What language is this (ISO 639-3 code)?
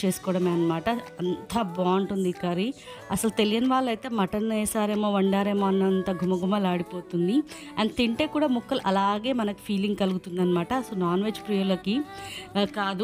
tel